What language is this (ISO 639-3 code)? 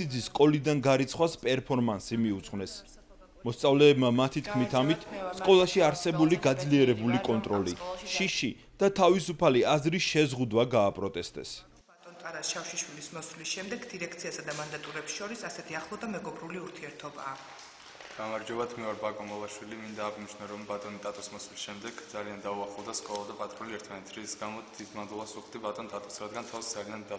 kat